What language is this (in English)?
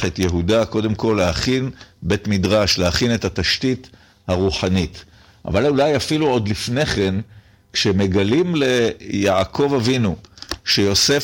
Hebrew